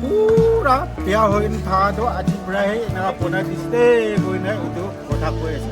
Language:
Naga Pidgin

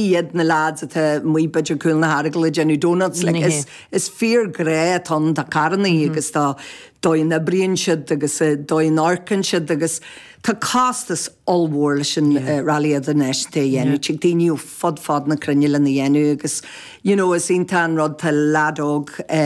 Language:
Irish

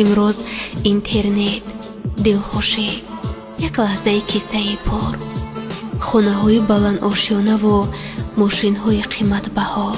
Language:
Tajik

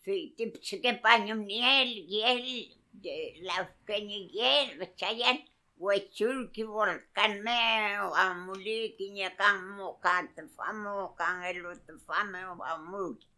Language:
Mapuche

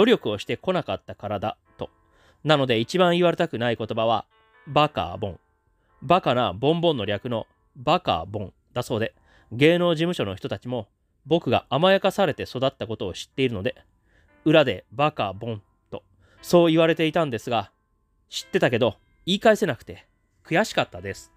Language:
Japanese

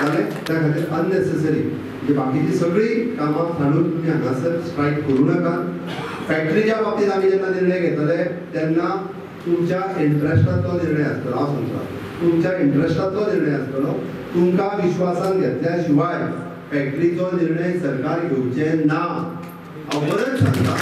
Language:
Konkani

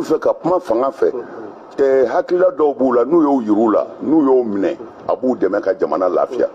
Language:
Bambara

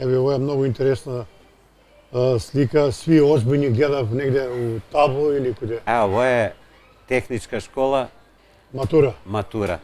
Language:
Macedonian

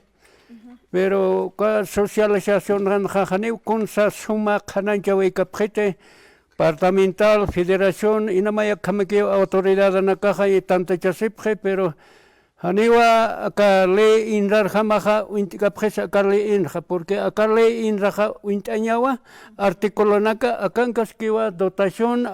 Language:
Aymara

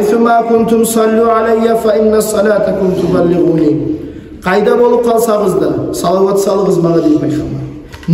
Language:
Kumyk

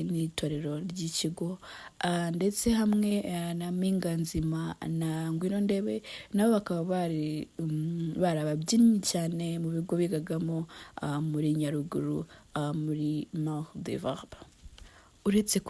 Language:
Kinyarwanda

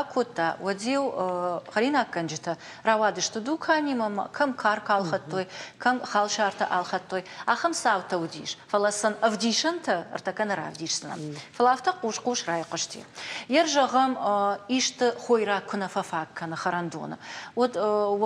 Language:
Ossetic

